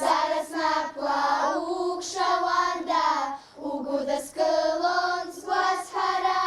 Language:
Abkhazian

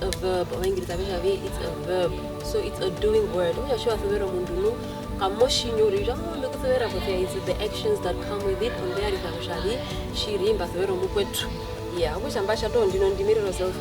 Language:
Herero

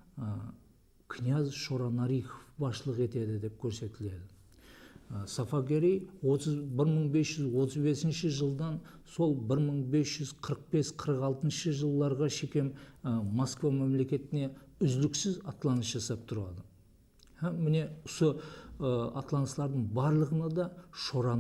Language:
Kara-Kalpak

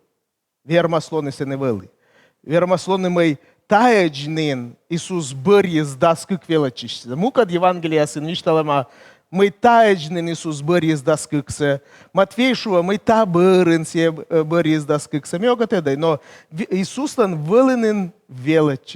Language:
Komi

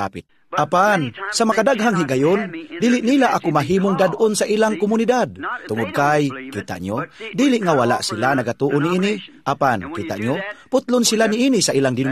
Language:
Cebuano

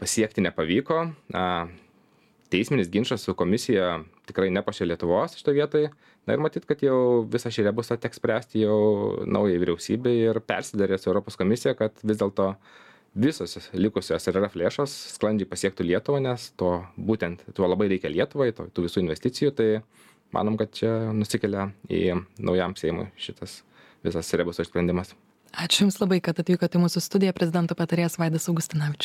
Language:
Lithuanian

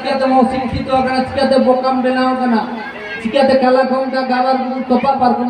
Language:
Santali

